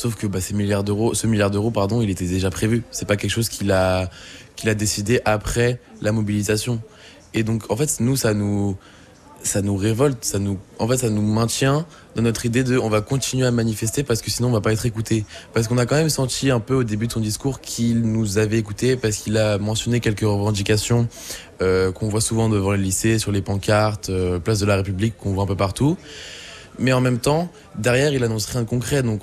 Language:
French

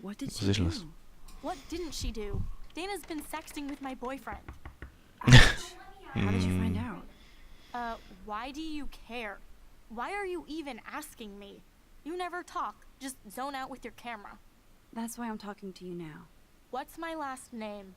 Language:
Swiss German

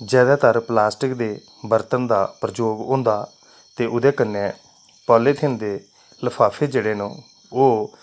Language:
Dogri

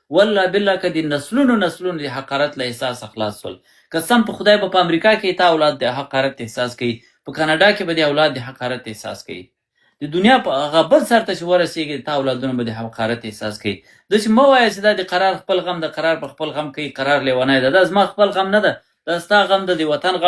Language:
Pashto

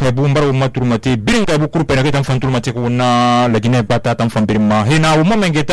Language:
Susu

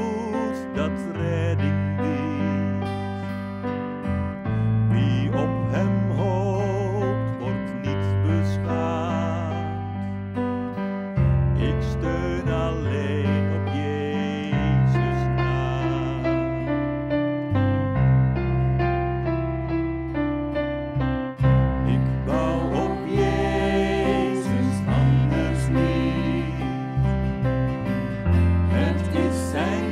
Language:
Dutch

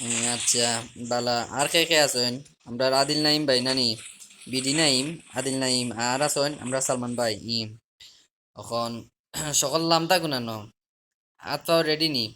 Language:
Sylheti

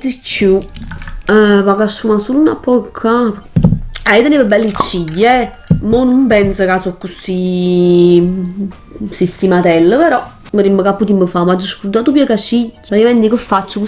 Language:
Neapolitan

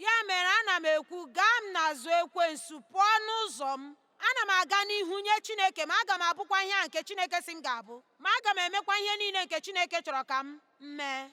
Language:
Igbo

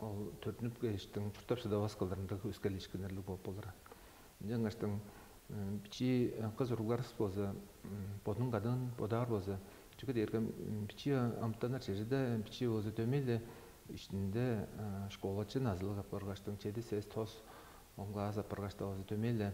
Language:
Tuvinian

